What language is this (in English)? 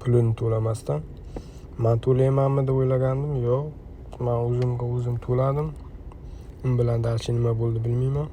Uzbek